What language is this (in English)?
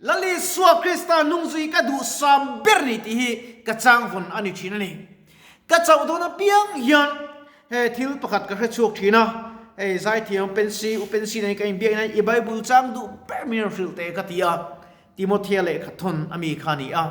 Mizo